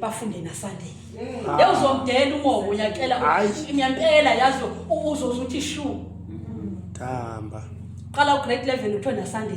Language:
Zulu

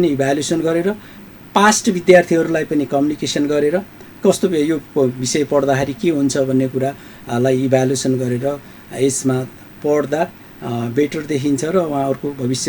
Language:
Nepali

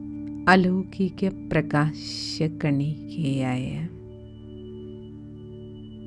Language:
Malayalam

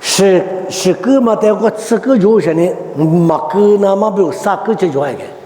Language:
Lisu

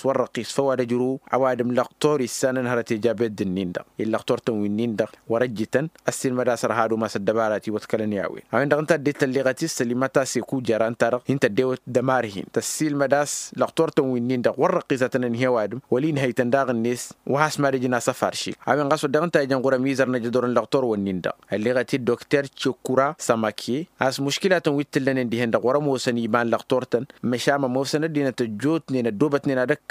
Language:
Tamasheq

